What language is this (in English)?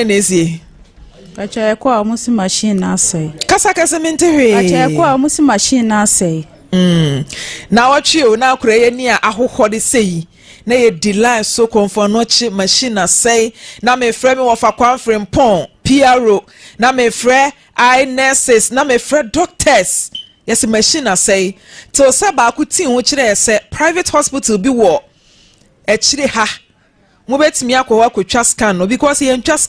Akan